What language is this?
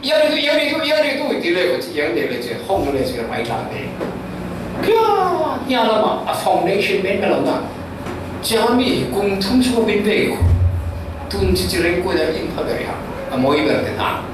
Falam Chin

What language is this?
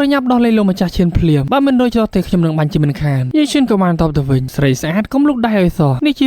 Khmer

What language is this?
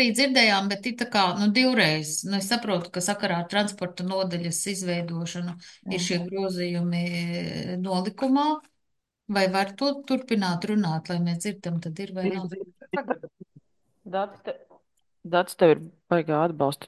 Latvian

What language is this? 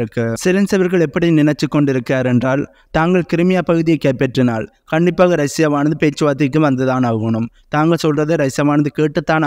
Tamil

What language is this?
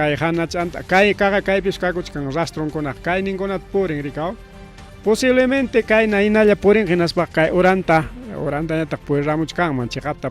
Ayacucho Quechua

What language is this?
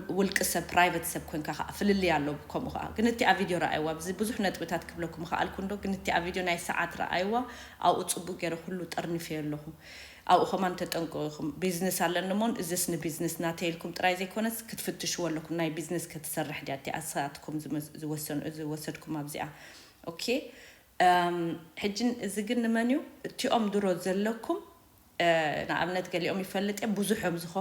Tigrinya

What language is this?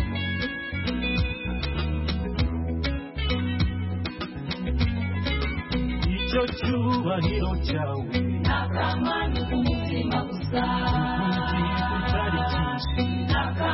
Kinyarwanda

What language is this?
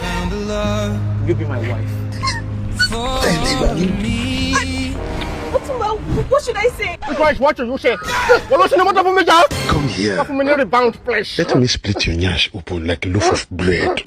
Nigerian Pidgin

